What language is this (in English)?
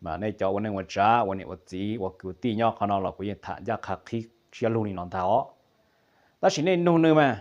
Hmong